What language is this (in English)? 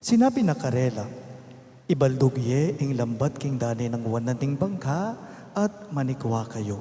Pampanga